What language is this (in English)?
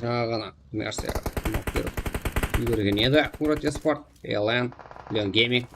Kara-Kalpak